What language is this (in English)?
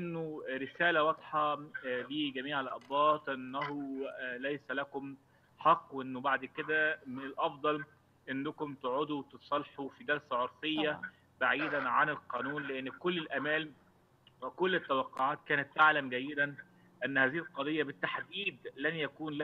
Egyptian Arabic